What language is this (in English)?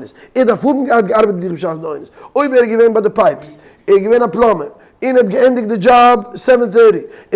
Yiddish